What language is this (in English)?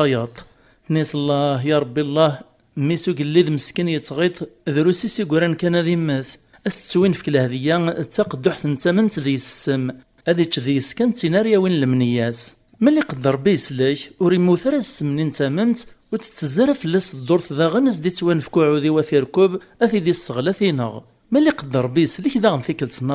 Kabyle